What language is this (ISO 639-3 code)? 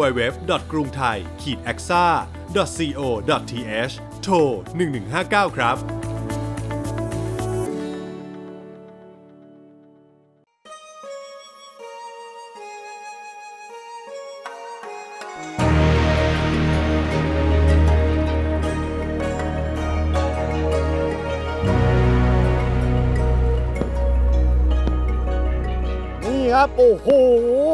tha